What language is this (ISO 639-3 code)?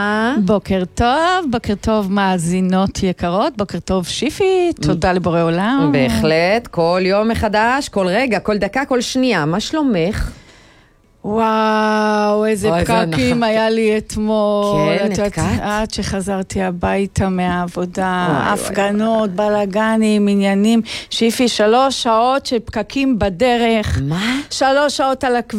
heb